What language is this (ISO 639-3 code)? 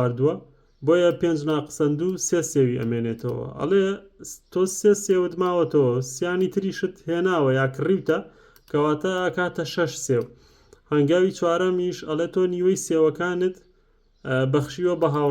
ckb